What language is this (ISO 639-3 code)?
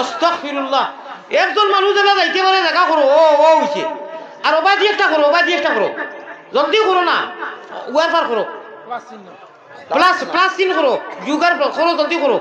syl